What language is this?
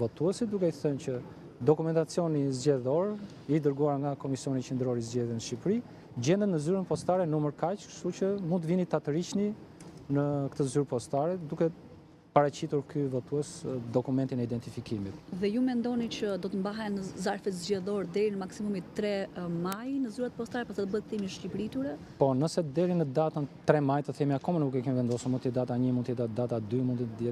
Albanian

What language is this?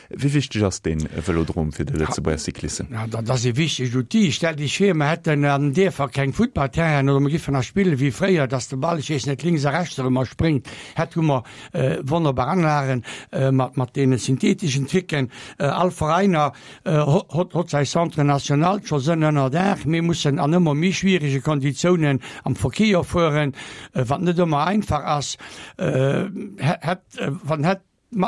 Luxembourgish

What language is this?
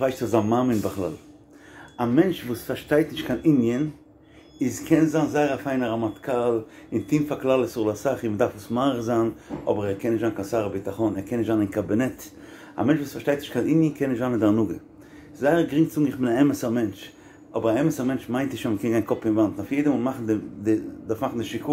Yiddish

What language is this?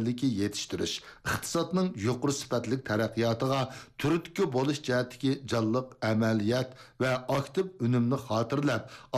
Uyghur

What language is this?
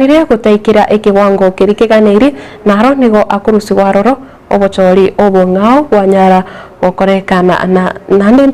Gusii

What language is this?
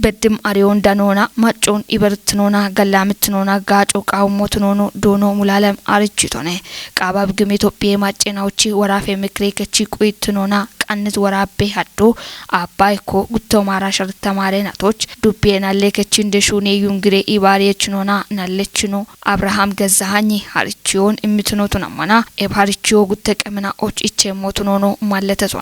Kafa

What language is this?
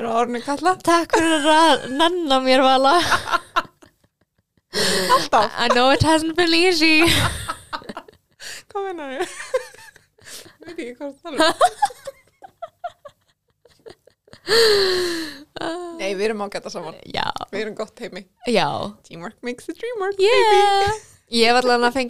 Icelandic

